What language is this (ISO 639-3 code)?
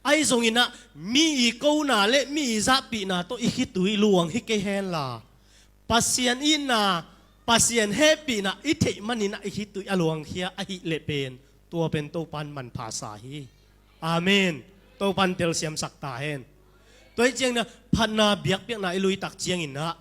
ctd